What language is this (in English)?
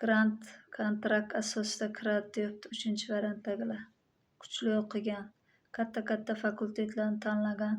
Uzbek